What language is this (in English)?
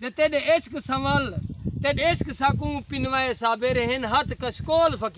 Saraiki